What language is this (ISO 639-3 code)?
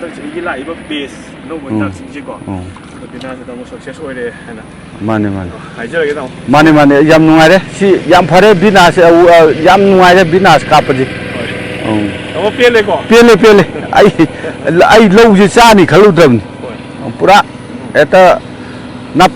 mni